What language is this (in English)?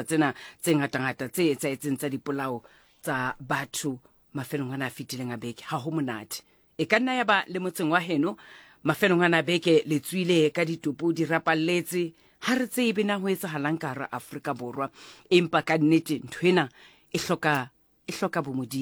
Southern Sotho